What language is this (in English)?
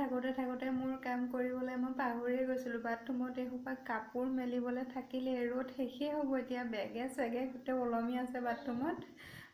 Assamese